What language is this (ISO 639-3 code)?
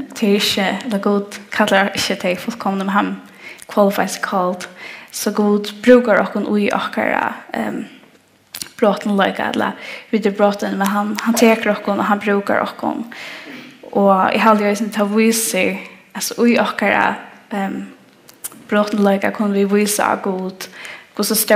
fao